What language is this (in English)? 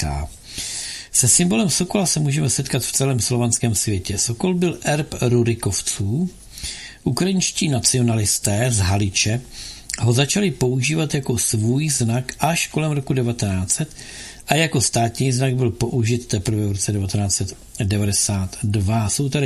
Czech